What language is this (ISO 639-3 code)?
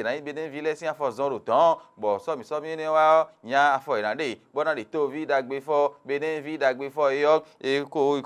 fon